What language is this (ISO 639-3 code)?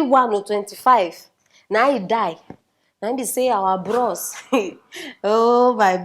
pcm